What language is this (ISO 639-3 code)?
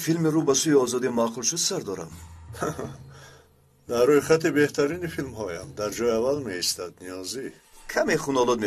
tgk